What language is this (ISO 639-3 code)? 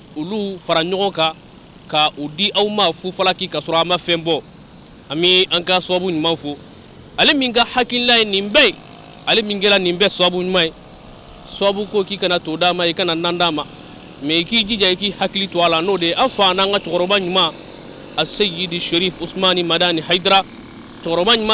bam